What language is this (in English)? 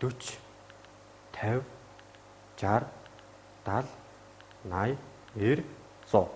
Mongolian